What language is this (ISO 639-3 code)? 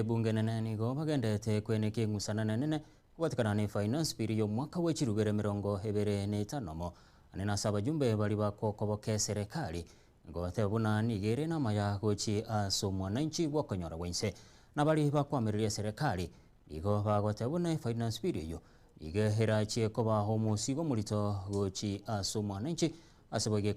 guz